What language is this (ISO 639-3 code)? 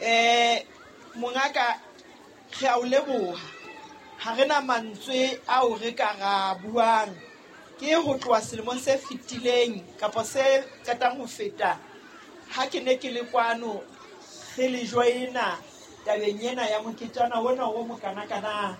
sot